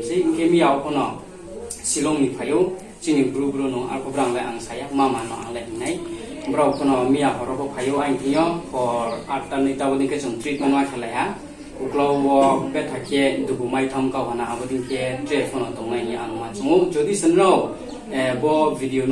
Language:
Riang (India)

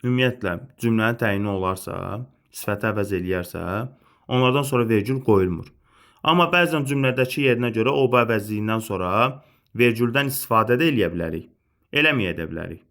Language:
Azerbaijani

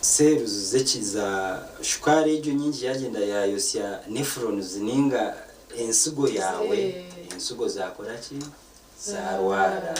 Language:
Nyankole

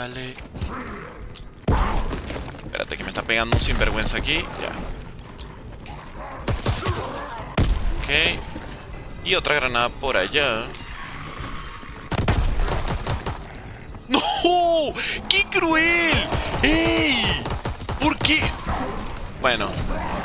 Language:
Spanish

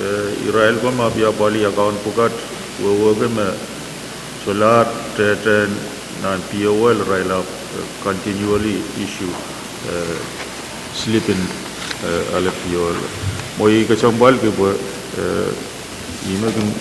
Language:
Pohnpeian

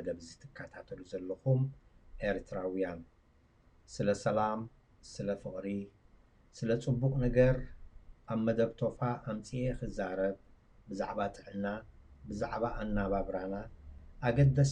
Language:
Tigrinya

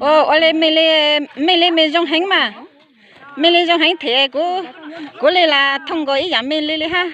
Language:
Hmong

